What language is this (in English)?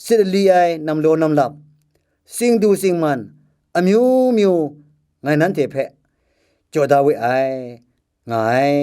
Kachin